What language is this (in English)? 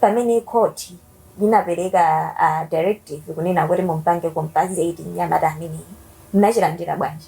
Nyanja